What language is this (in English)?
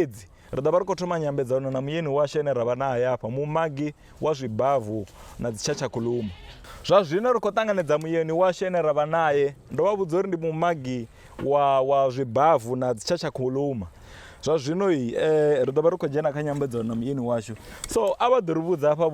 Venda